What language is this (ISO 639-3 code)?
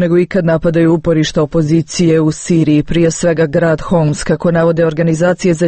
hrv